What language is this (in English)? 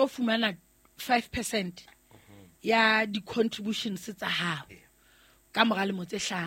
Southern Sotho